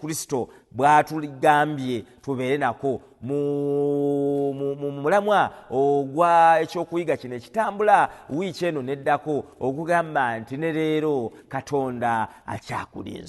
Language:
Ganda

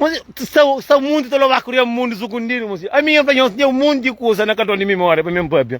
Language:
Kabuverdianu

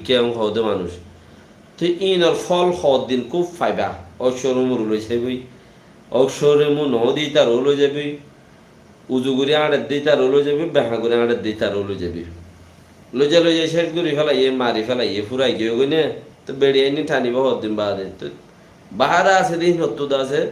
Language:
Rohingya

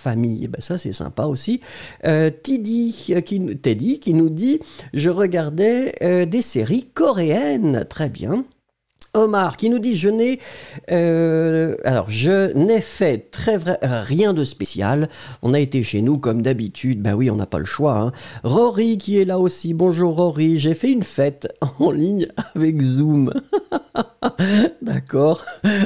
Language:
French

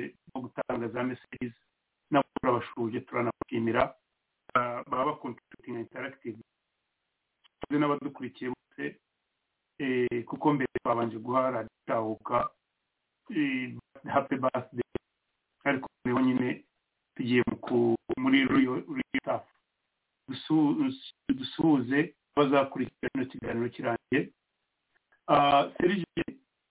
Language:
Kinyarwanda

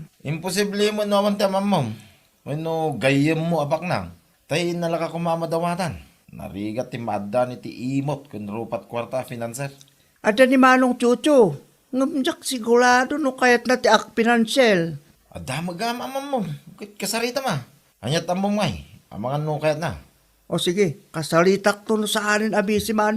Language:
Iloko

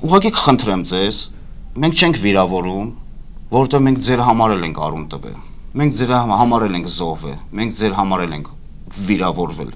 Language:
Armenian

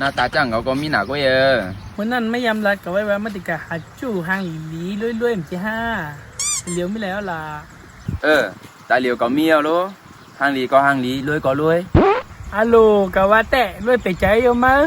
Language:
Shan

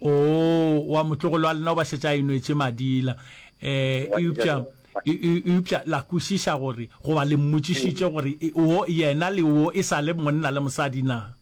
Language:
Northern Sotho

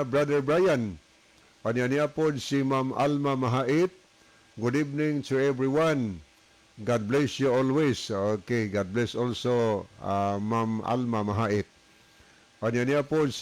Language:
Cebuano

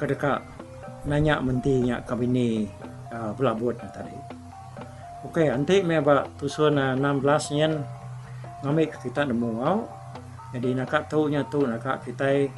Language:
Iban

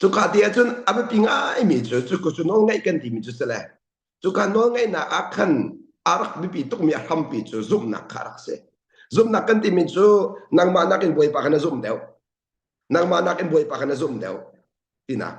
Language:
Hakha Chin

